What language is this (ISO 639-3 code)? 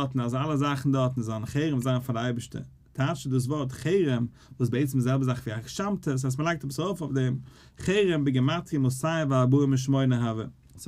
yid